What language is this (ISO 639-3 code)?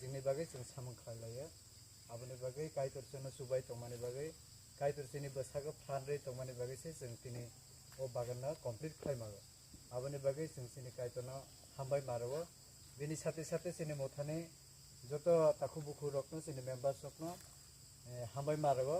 trp